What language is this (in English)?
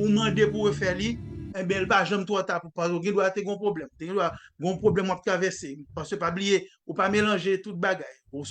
Haitian Creole